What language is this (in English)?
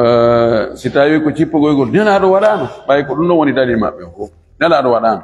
Fula